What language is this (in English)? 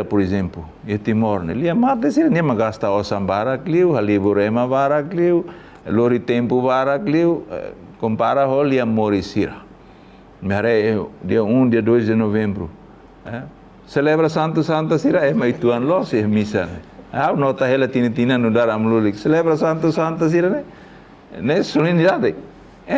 Tetum